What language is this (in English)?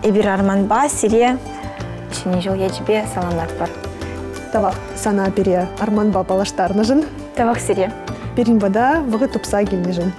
Chuvash